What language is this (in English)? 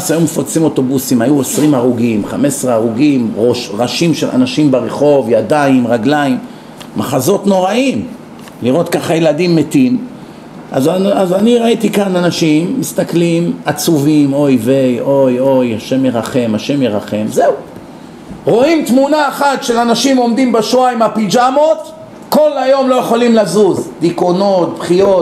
Hebrew